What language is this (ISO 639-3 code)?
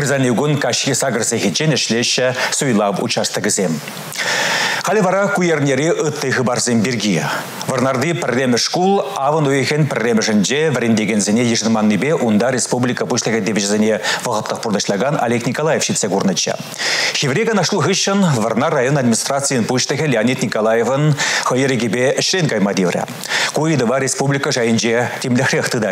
chv